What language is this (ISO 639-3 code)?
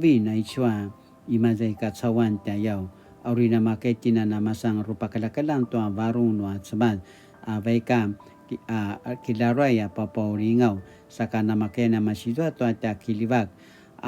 pwn